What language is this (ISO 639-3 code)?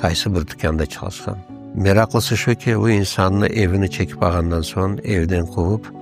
crh